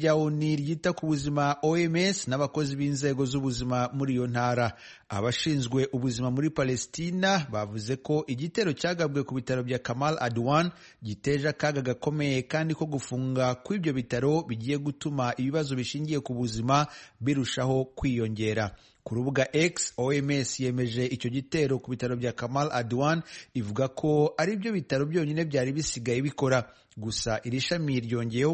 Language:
Kinyarwanda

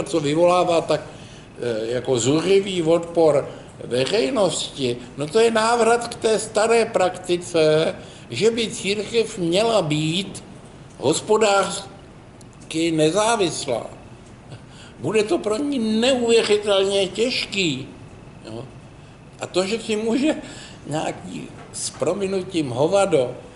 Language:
Czech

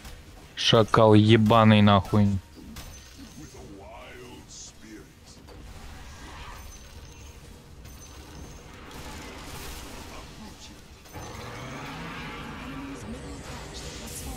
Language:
Russian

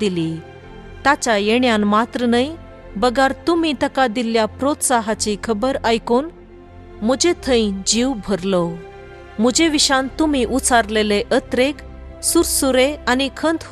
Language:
Konkani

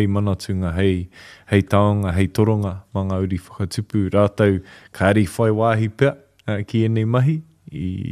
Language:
Māori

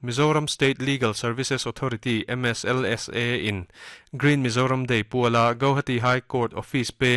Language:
Mizo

